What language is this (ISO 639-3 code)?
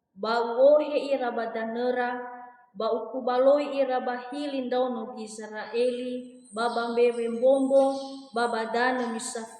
nia